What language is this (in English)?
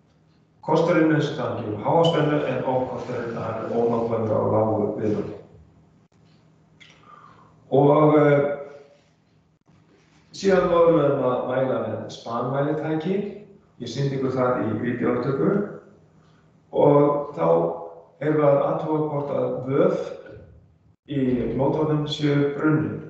Icelandic